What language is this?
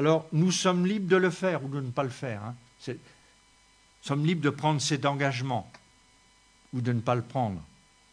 French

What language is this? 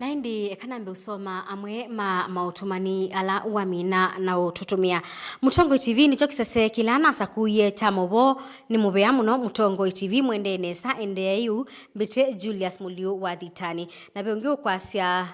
Kamba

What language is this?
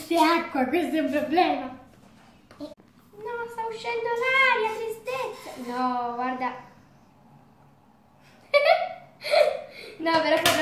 Italian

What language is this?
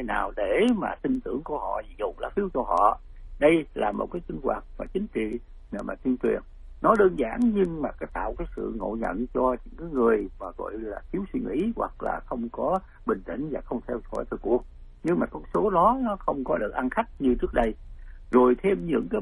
Vietnamese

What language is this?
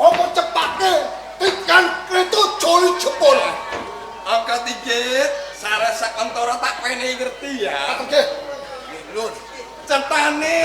Javanese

